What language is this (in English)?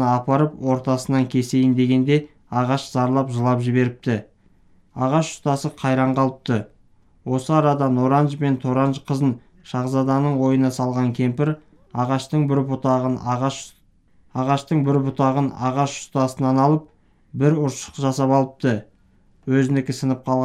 Kazakh